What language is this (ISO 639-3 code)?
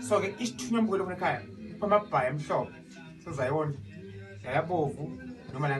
zul